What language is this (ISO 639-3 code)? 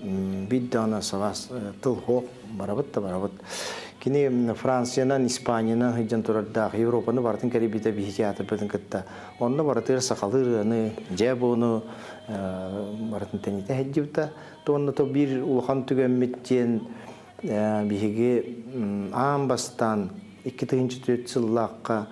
sah